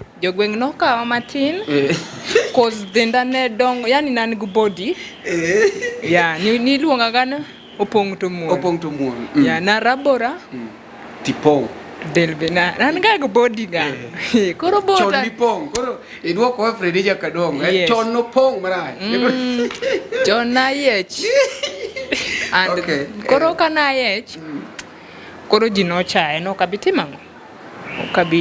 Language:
Luo (Kenya and Tanzania)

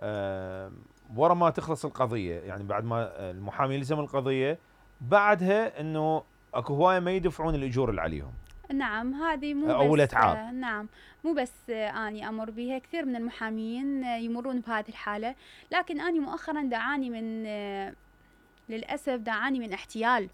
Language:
Mesopotamian Arabic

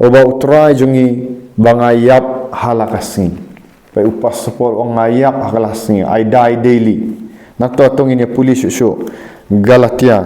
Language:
Khasi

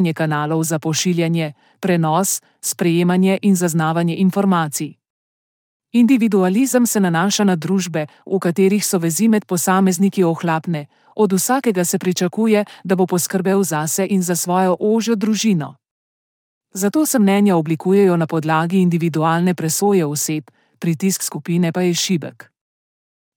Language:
Slovenian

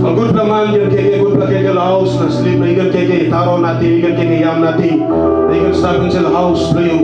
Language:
Tok Pisin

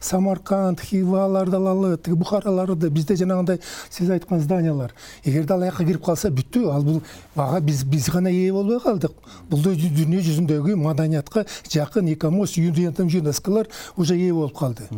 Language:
Kyrgyz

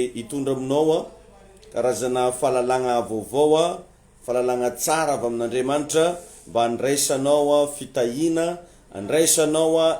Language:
Malagasy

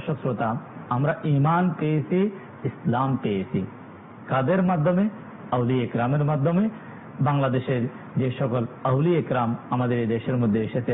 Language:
Bangla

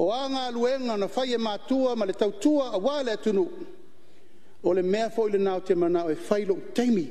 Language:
Samoan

